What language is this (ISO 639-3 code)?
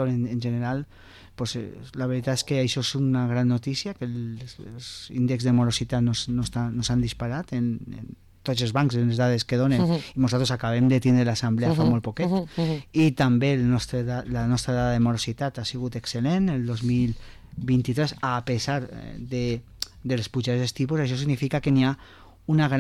cat